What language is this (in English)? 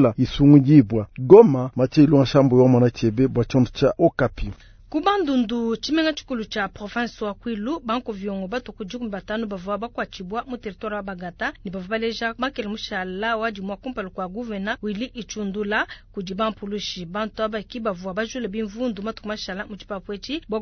Luba-Lulua